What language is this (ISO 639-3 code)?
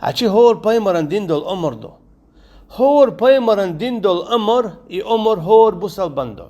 che